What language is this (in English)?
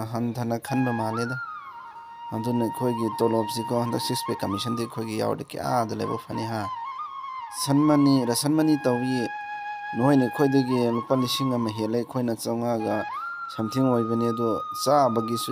Manipuri